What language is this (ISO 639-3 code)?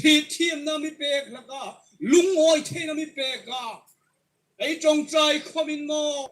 hmr